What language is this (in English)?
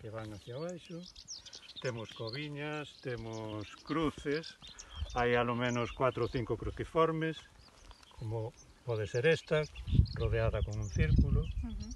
Galician